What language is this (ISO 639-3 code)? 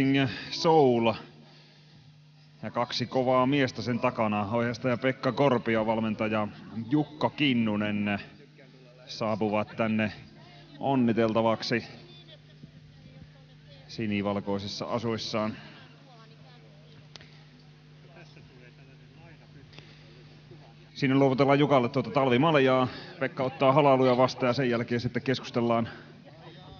fin